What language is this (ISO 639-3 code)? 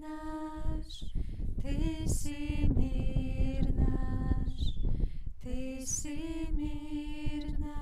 slk